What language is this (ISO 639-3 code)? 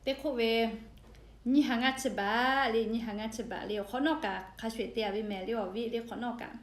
lhu